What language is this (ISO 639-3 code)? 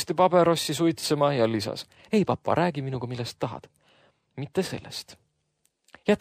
est